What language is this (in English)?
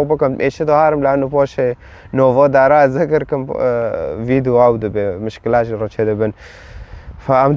Kurdish